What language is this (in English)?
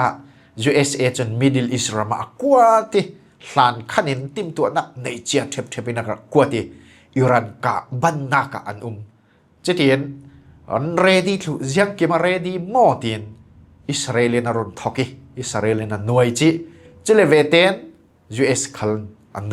Falam Chin